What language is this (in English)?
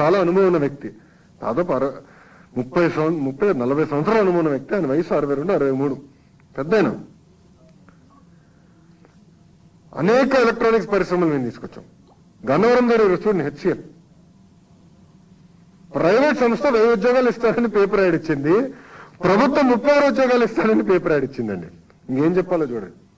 Telugu